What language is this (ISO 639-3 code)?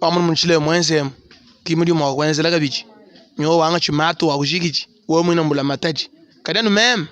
lua